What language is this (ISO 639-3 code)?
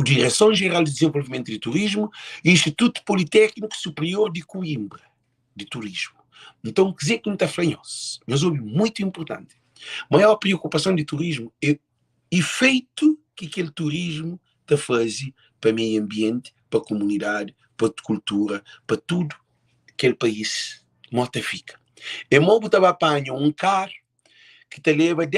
kea